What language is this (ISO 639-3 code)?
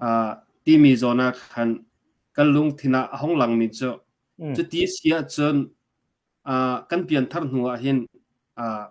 cnh